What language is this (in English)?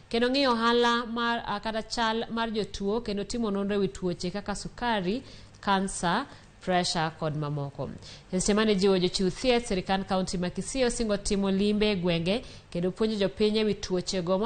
Luo (Kenya and Tanzania)